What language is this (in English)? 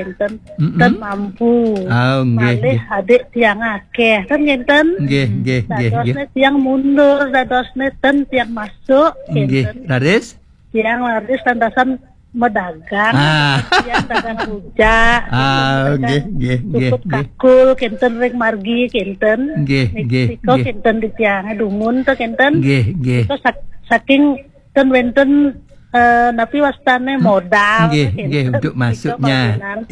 Balinese